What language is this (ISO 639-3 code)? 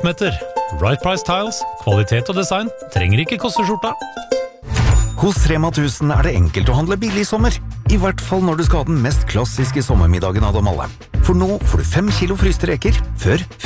nor